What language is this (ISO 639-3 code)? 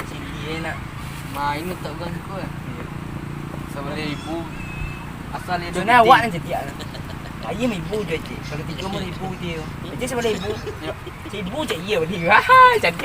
min